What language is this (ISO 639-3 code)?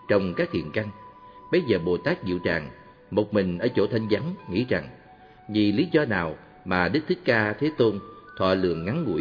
vie